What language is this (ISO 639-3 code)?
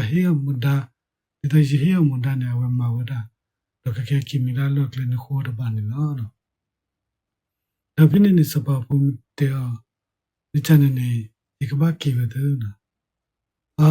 ksw